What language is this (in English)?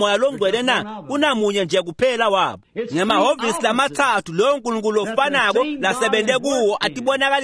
Swati